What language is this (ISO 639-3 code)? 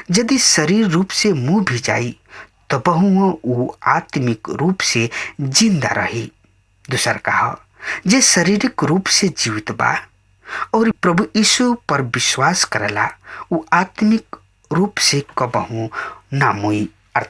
bho